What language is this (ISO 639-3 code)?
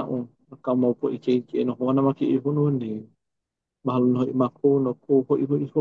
haw